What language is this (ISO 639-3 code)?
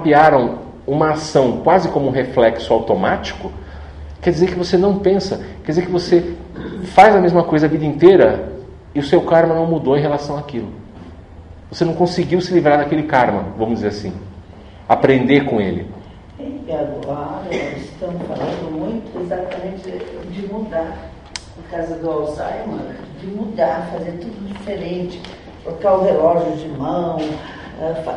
por